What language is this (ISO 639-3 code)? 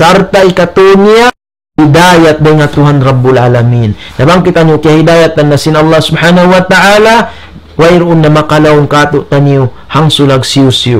tsg